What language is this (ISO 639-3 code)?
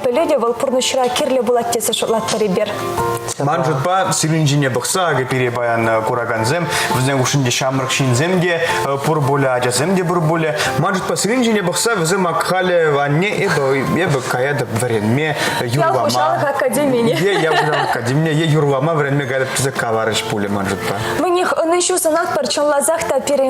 chv